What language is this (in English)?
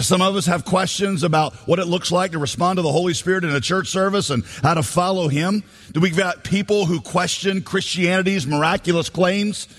English